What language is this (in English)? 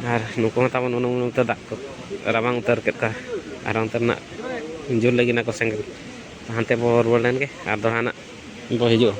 Santali